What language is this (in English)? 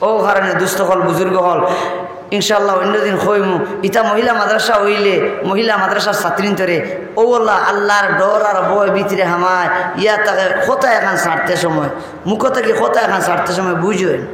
Sylheti